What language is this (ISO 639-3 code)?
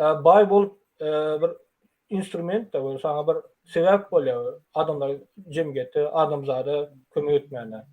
tuk